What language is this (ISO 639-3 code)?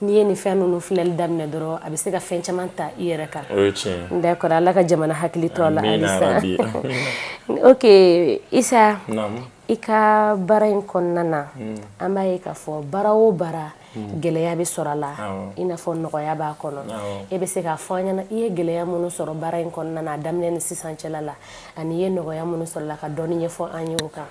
bam